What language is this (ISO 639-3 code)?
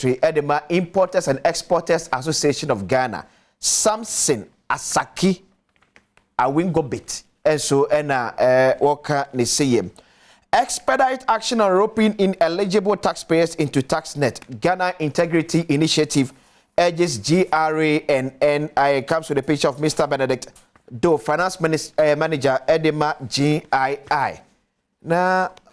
aka